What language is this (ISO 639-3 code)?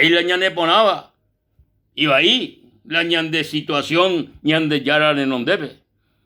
grn